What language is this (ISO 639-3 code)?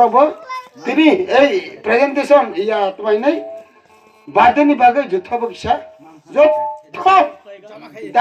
trp